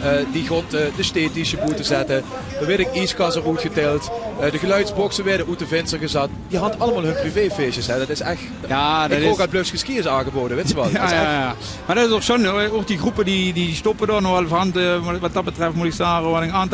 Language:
Limburgish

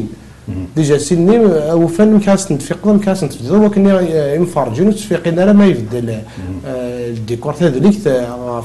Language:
Kabyle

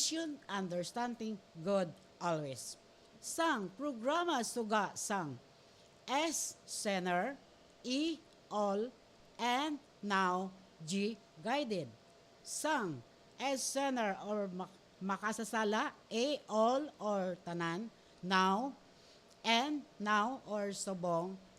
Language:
Hiligaynon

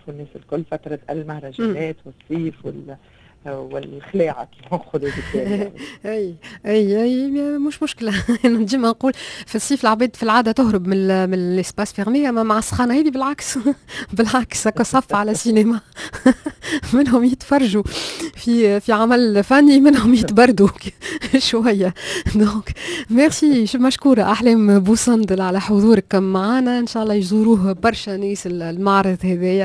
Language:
Tunisian Arabic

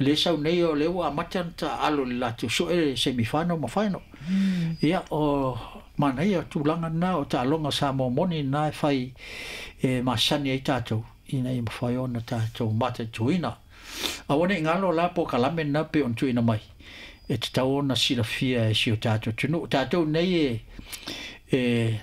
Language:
Samoan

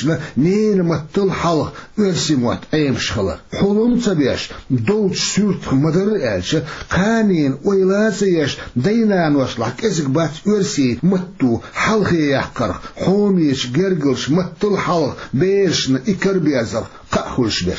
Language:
Chechen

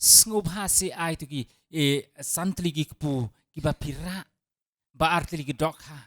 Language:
Khasi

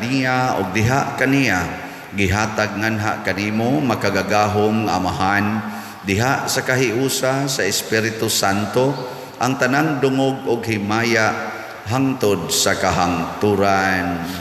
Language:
Cebuano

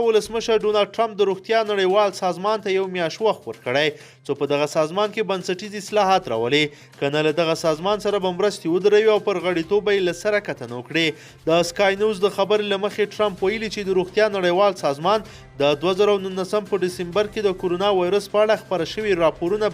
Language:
Pashto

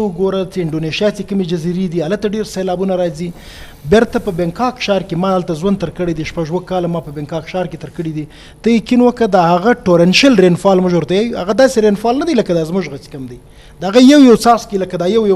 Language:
Eastern Balochi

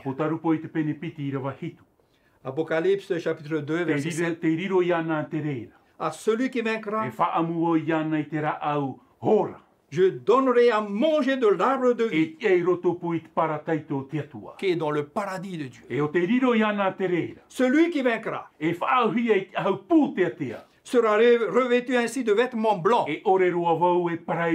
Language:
Tahitian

